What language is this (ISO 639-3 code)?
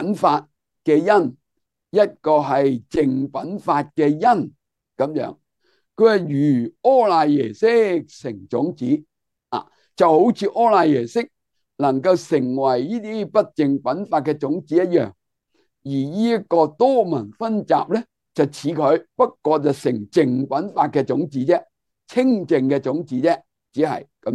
yue